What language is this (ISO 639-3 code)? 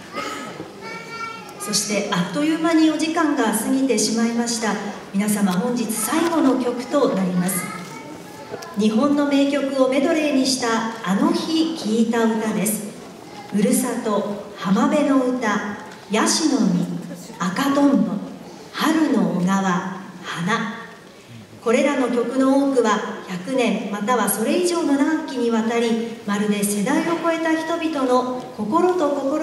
jpn